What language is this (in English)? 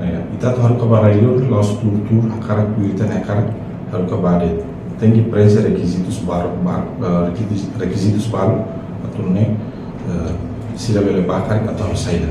Tetum